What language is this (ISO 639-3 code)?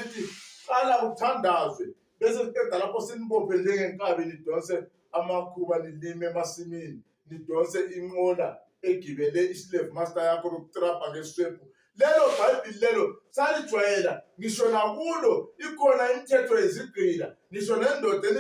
zul